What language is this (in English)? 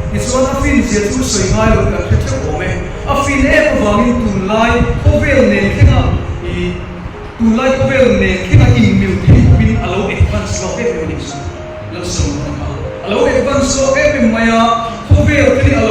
Mizo